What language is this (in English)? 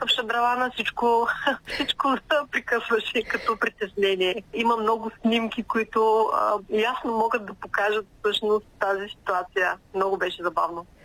Bulgarian